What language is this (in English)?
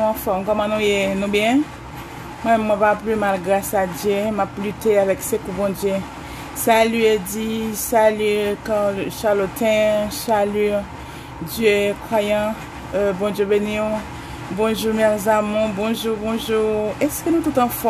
Haitian Creole